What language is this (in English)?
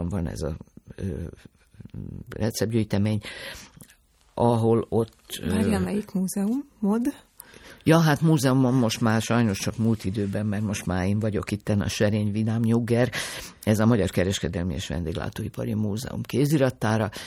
Hungarian